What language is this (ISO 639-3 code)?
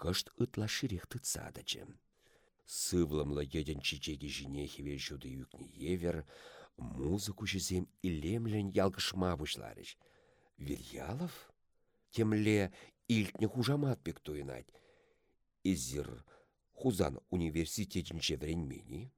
chv